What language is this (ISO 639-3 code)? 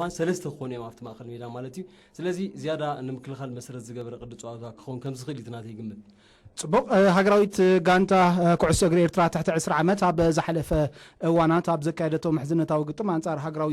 tir